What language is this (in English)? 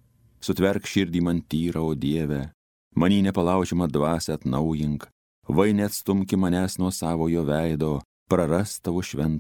Lithuanian